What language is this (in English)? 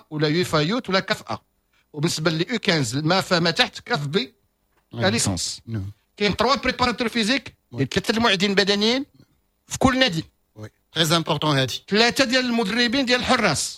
Moroccan Arabic